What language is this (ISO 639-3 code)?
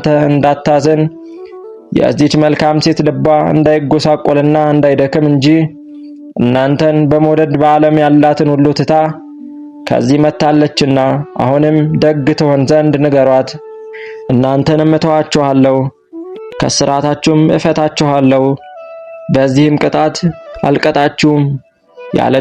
amh